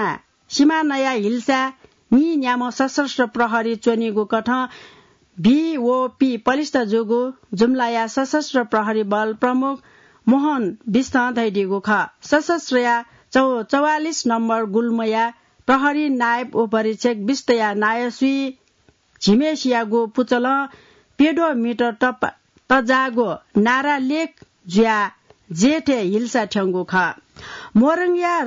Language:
Newari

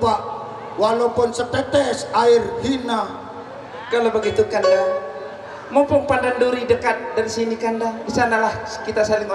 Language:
Sasak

